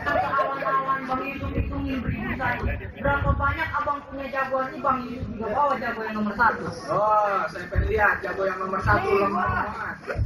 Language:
Betawi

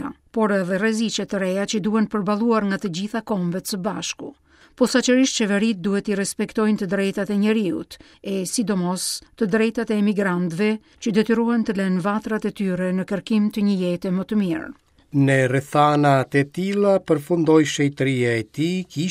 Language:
Albanian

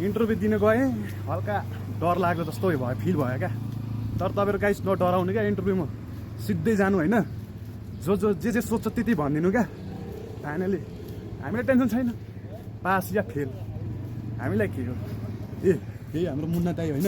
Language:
Nepali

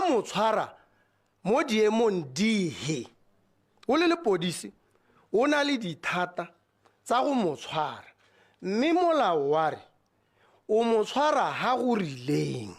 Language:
Tswana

